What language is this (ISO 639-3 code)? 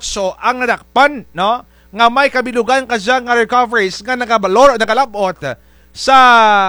krj